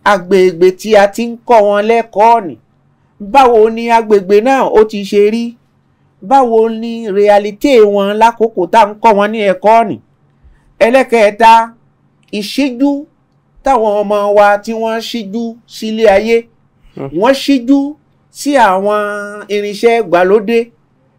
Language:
Yoruba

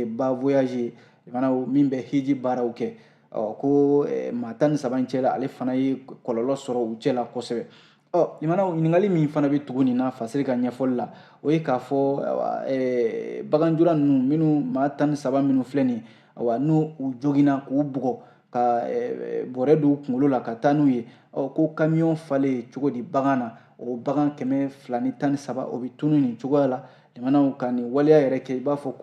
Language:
Bambara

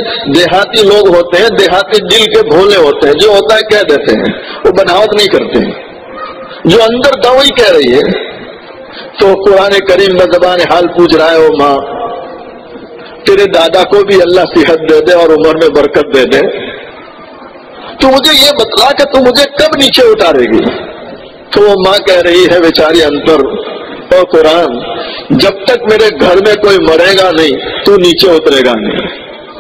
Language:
Urdu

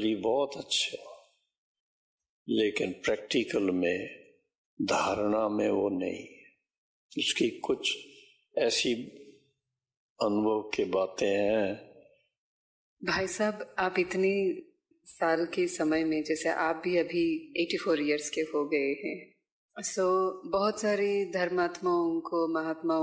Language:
Hindi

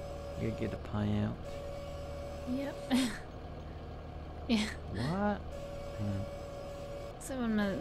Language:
English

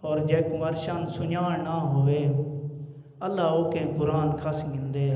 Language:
Saraiki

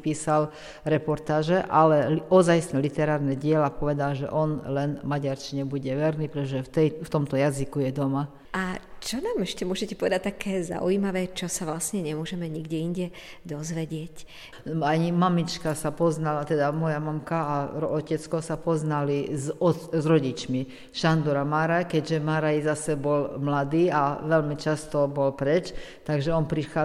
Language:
Slovak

